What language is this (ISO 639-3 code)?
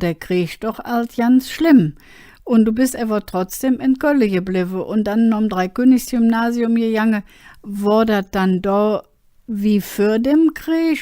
ksh